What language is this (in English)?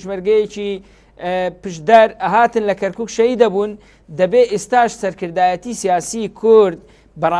Central Kurdish